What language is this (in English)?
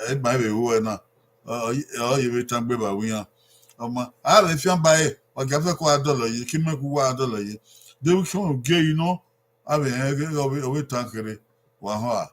Bini